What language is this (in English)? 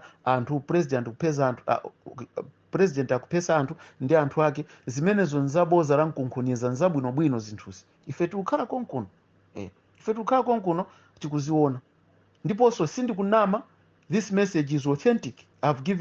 Nyanja